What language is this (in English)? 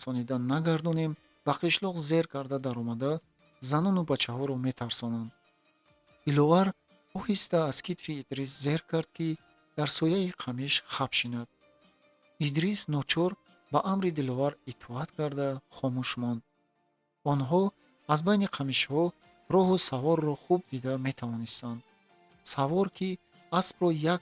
Tajik